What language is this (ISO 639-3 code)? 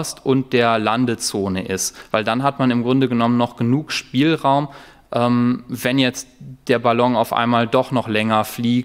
deu